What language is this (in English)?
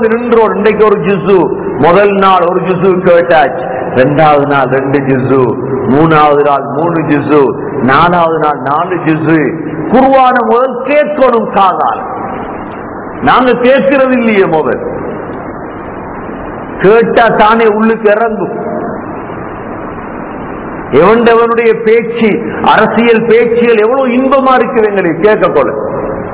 Tamil